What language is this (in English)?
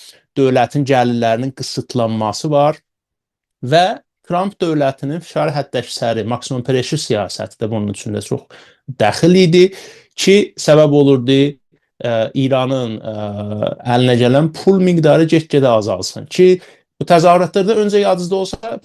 South Azerbaijani